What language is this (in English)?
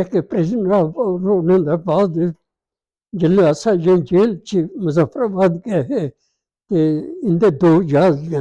Dogri